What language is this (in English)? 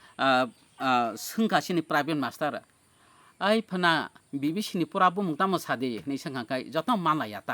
Kok Borok